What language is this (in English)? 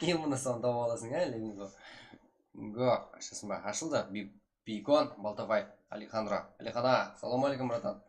Kara-Kalpak